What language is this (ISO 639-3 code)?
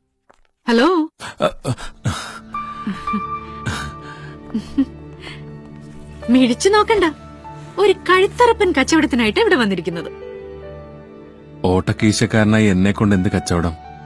mal